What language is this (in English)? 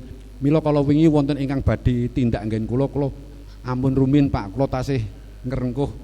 Javanese